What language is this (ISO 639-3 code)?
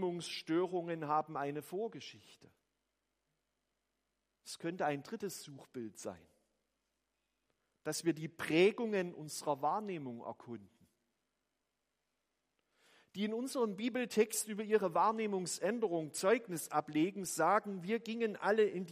deu